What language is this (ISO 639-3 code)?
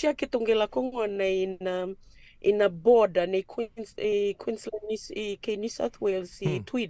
fij